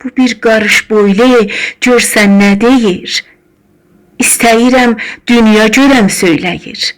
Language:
South Azerbaijani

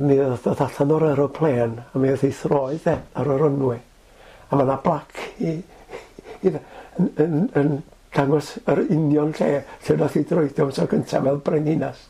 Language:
Welsh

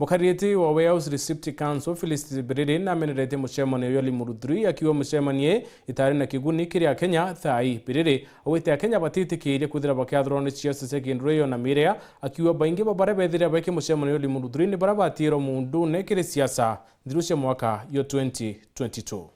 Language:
Meru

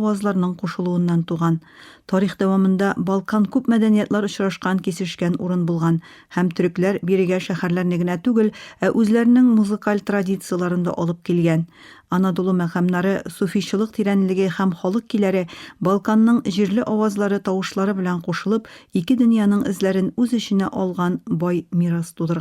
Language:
Tatar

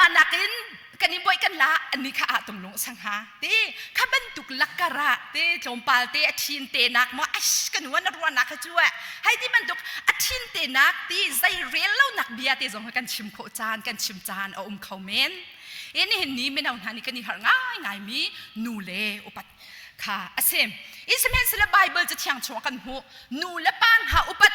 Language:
Hakha Chin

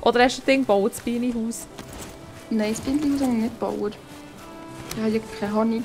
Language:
Swiss German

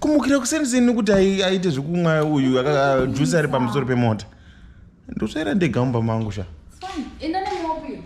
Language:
Shona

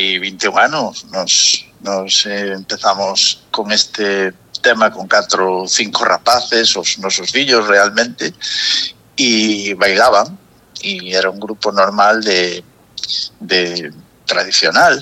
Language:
Galician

